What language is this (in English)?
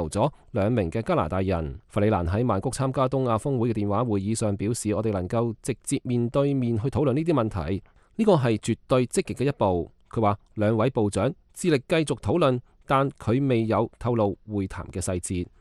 Cantonese